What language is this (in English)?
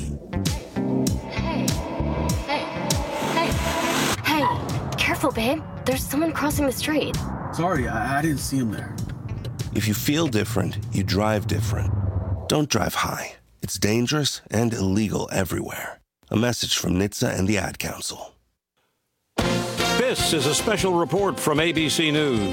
English